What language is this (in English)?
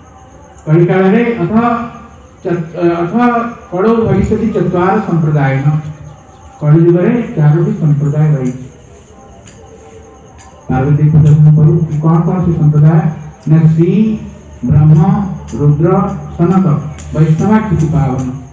Odia